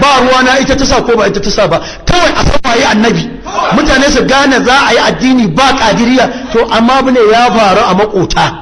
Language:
Hausa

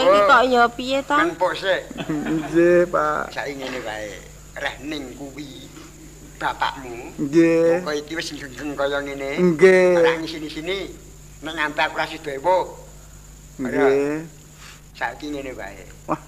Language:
Javanese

